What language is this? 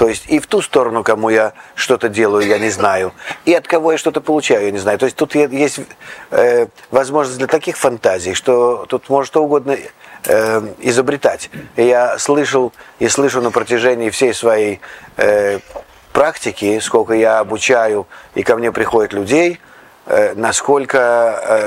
Russian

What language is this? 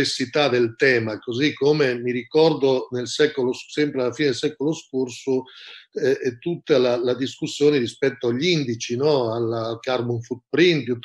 Italian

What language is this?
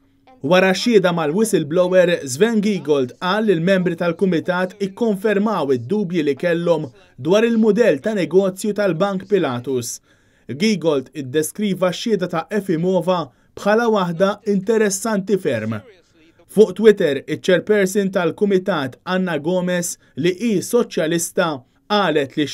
Maltese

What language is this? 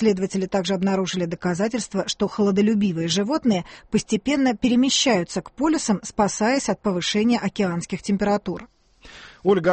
Russian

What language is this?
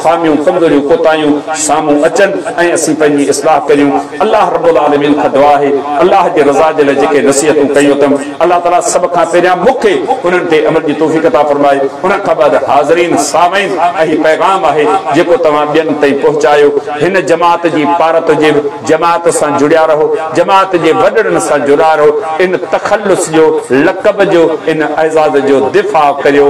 Sindhi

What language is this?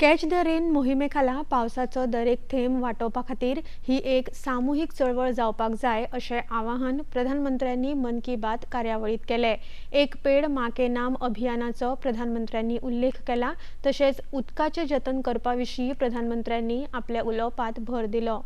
Konkani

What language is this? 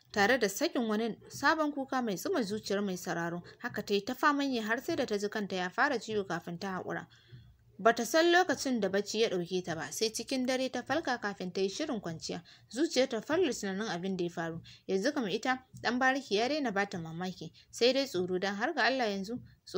Hausa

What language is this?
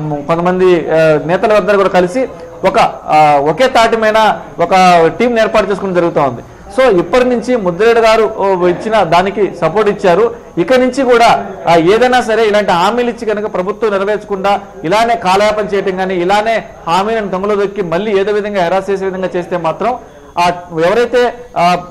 Telugu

